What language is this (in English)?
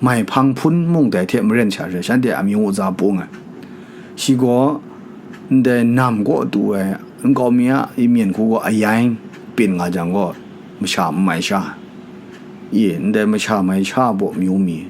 Kachin